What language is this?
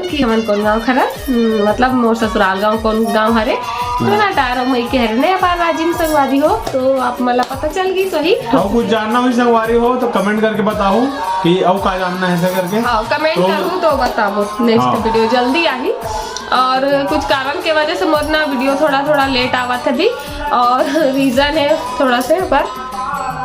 Chhattisgarhi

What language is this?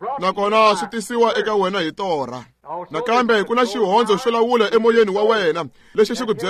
Tsonga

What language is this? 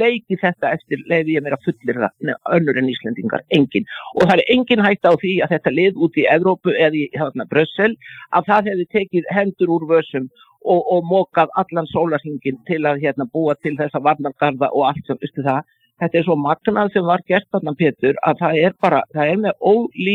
Icelandic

